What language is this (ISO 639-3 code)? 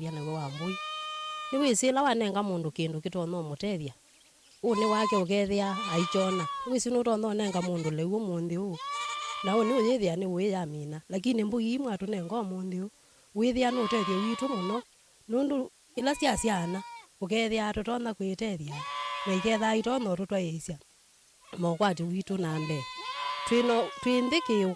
kam